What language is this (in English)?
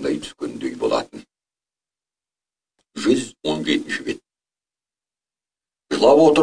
Kazakh